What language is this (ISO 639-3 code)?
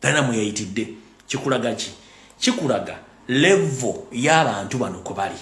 lug